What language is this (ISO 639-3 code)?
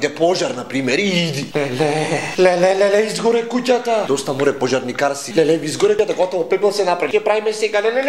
mkd